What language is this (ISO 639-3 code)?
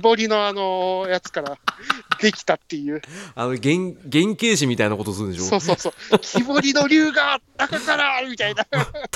jpn